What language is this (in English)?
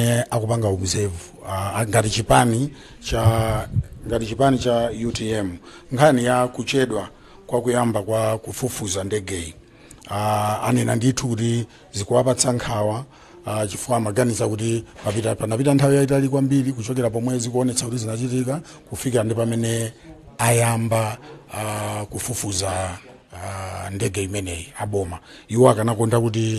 Nyanja